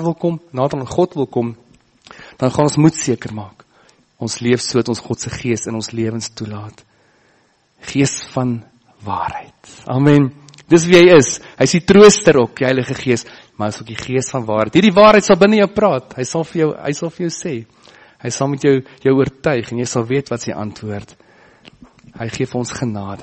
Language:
Afrikaans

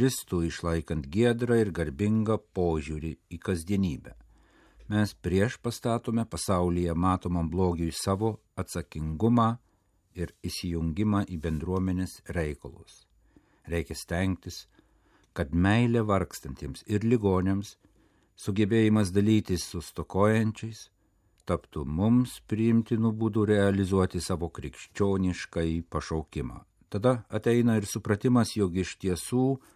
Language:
Lithuanian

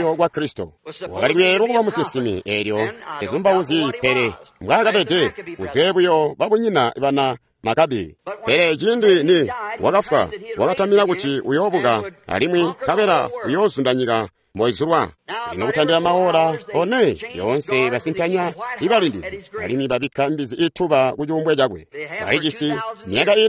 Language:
Tonga (Zambia)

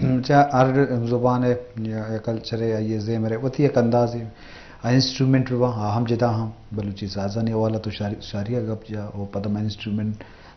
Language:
Eastern Balochi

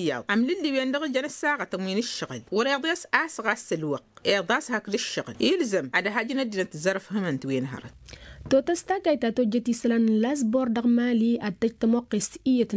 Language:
Tamasheq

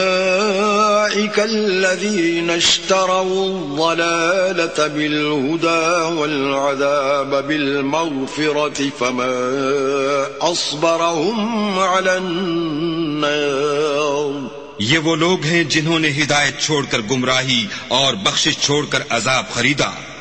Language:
Urdu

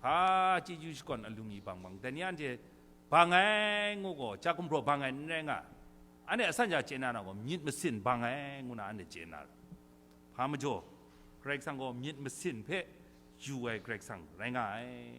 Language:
Kachin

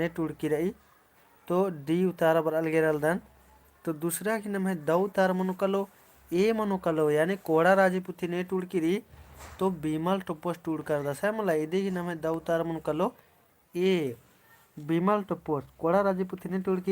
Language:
Kurukh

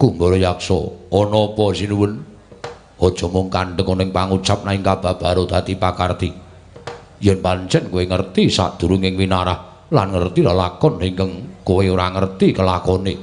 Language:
Javanese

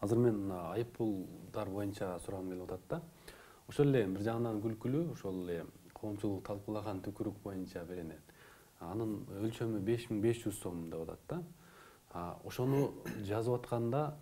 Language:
Kyrgyz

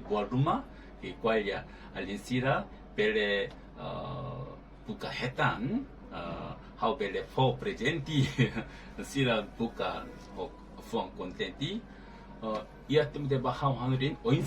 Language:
Tetum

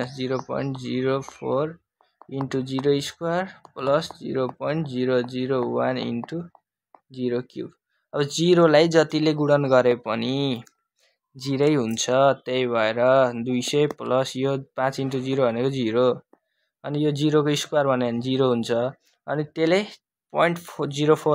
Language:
Nepali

